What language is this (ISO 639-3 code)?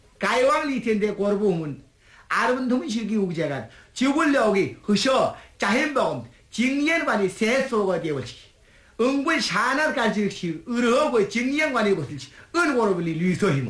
kor